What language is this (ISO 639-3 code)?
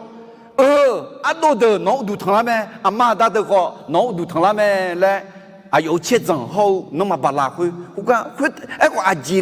ahk